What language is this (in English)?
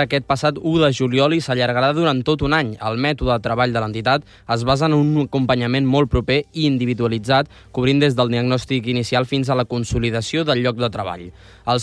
Catalan